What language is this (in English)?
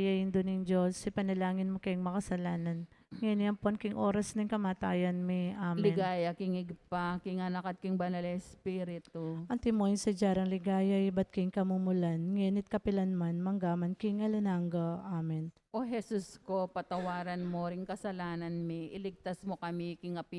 Pampanga